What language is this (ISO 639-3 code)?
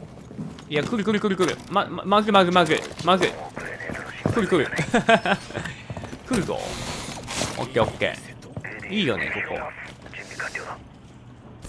jpn